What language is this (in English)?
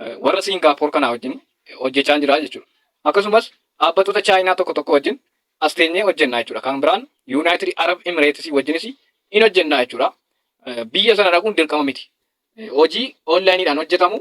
Oromo